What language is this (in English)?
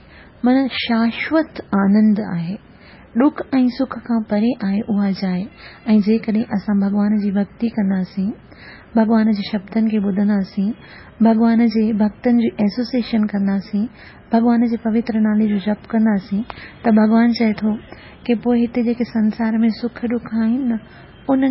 Sindhi